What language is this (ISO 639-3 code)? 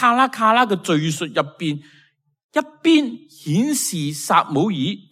yue